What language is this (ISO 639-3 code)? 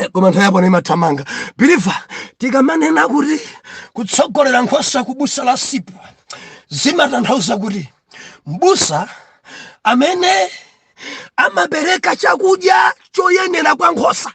nya